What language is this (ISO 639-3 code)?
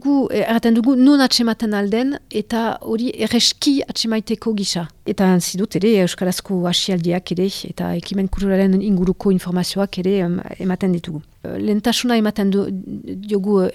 eus